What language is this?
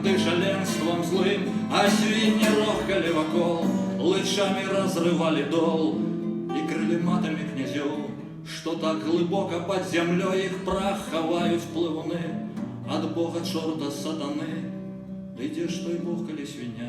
Belarusian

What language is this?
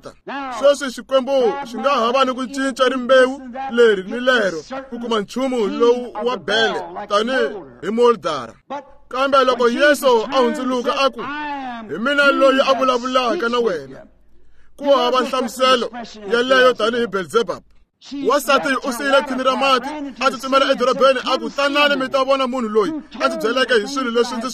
Tsonga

